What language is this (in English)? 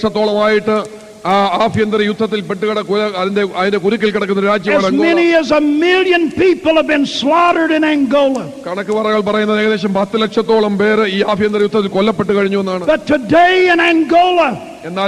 Malayalam